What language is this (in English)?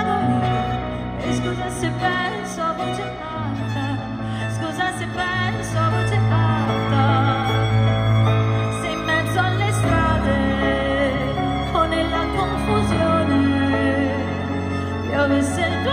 Italian